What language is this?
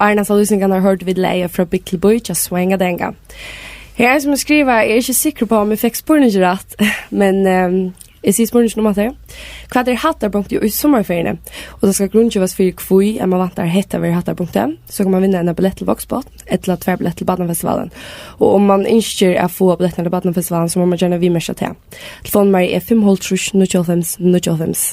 Faroese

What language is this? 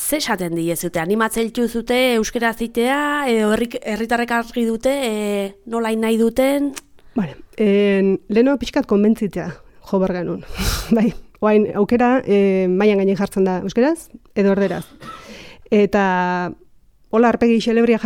Basque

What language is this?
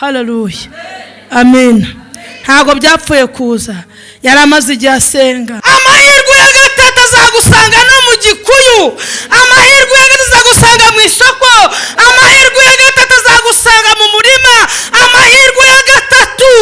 Kinyarwanda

